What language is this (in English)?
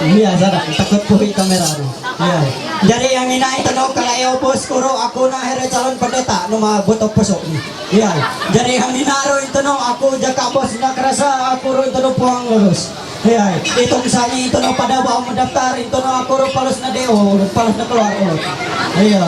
Ma'anyan